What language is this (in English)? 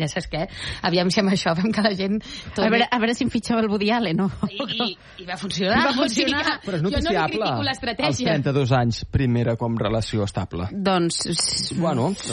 Catalan